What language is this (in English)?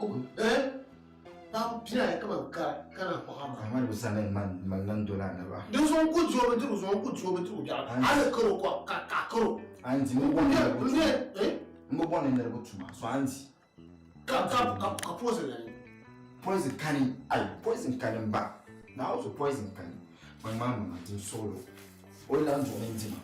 Dagbani